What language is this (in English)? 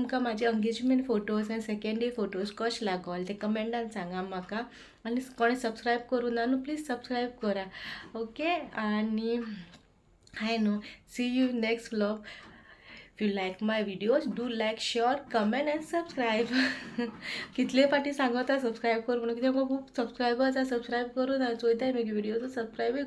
Konkani